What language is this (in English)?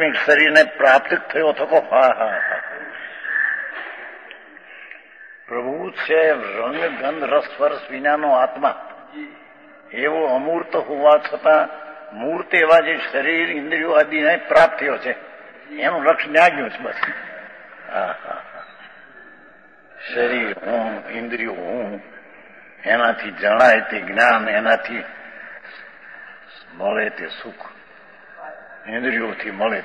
Gujarati